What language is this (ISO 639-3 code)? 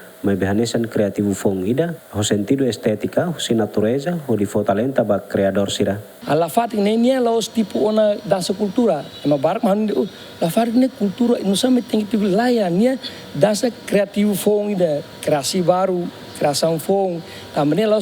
tet